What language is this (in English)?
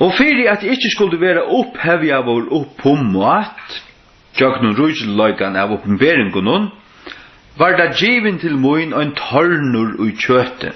Faroese